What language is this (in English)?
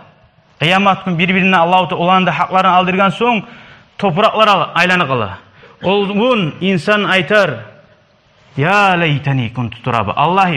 Kumyk